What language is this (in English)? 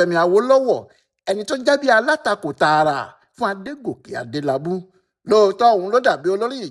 Yoruba